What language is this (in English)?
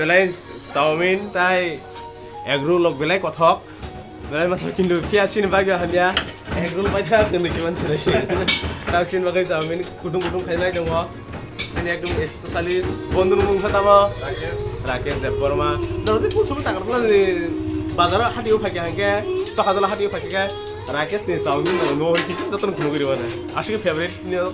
Kok Borok